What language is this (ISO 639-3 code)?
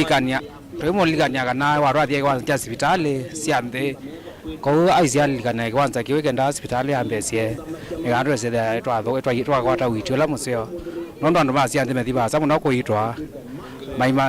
kam